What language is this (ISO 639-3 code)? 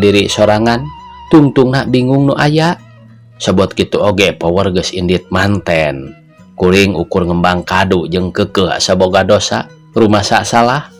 sun